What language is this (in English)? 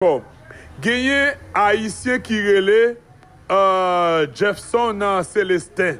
Haitian Creole